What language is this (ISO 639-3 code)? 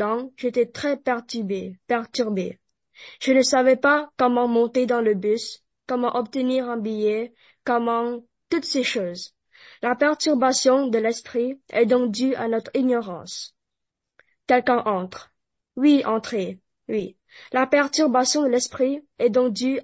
fra